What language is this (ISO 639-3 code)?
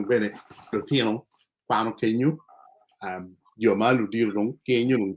ach